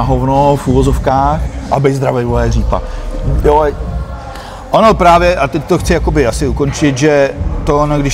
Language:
Czech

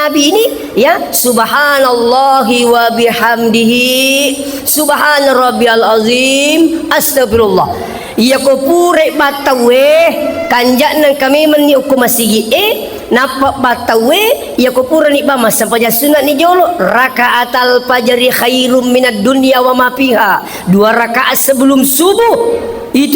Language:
Buginese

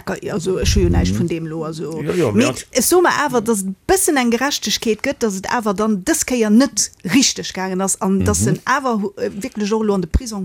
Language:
Luxembourgish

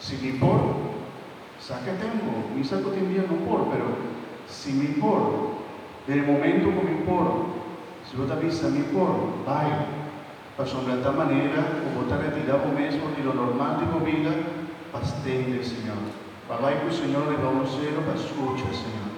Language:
Papiamento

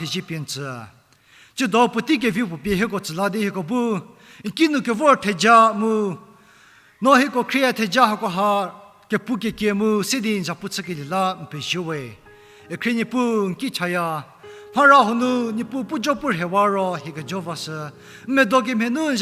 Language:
Angami Naga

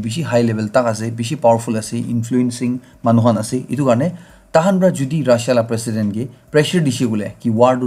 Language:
Naga Pidgin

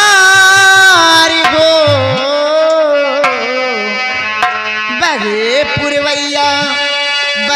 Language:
Bhojpuri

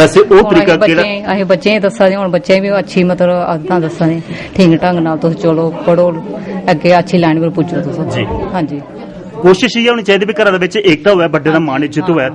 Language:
Dogri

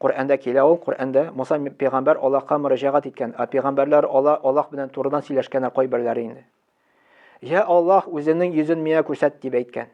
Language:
Tatar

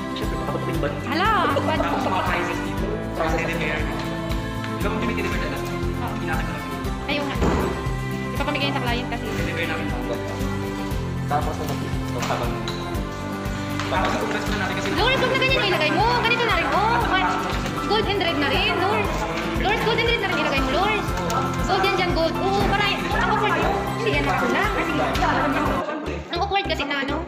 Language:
Filipino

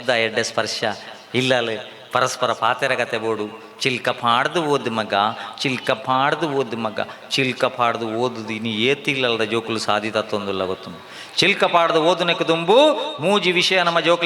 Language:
Tulu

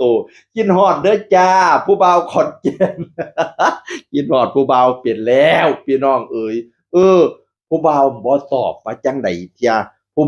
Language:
Northeastern Thai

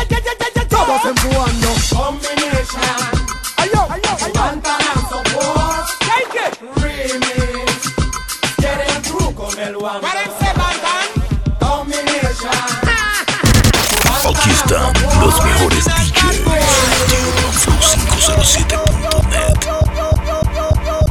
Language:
Spanish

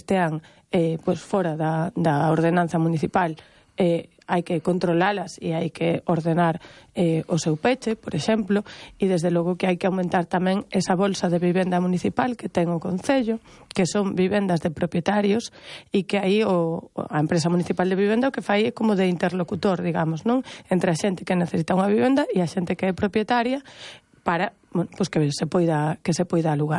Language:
Galician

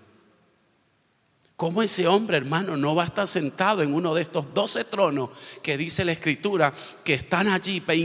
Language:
Spanish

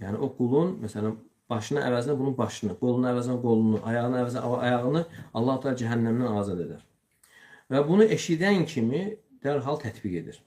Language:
Azerbaijani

